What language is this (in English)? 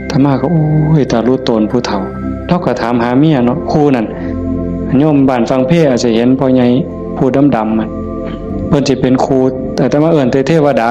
Northeastern Thai